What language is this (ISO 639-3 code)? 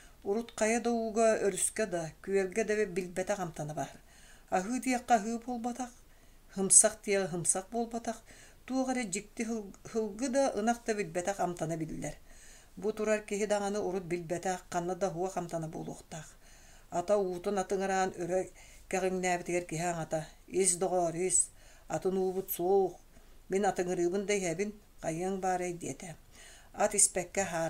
sah